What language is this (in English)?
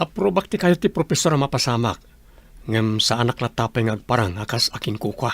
Iloko